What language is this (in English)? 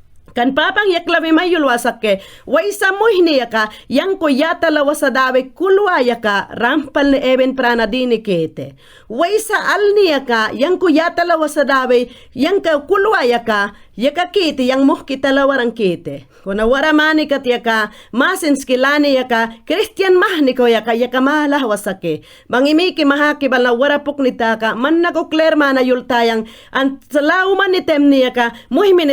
Mayangna